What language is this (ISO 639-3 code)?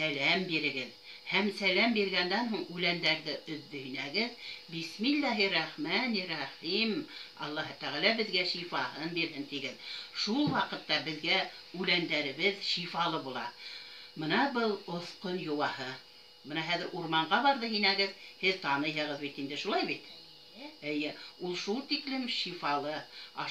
bak